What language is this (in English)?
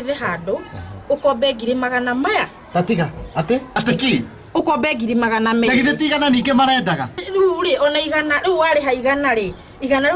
Kikuyu